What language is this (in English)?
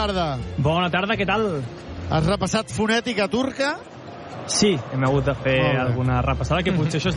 Catalan